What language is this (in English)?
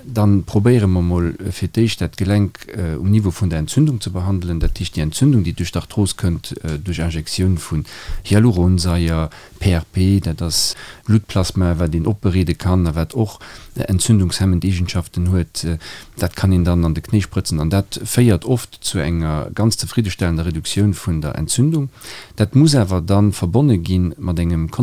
Luxembourgish